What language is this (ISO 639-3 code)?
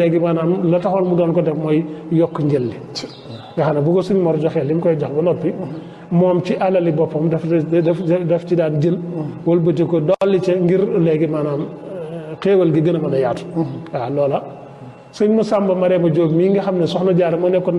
wol